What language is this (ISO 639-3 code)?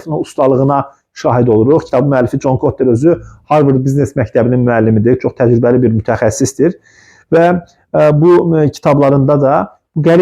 aze